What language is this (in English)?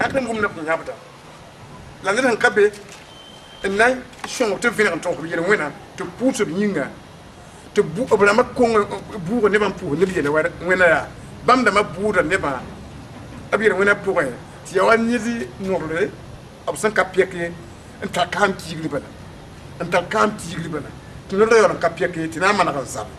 Mossi